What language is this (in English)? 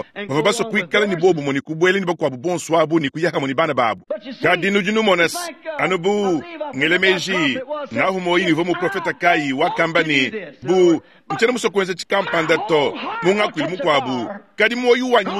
Luba-Lulua